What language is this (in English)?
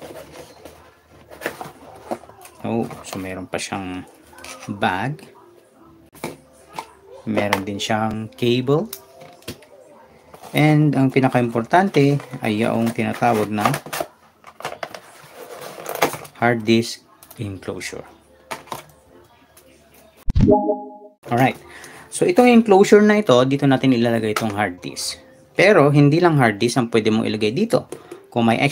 Filipino